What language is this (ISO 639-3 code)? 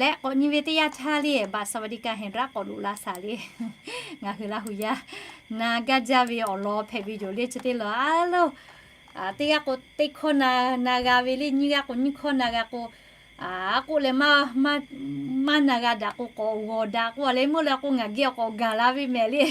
lhu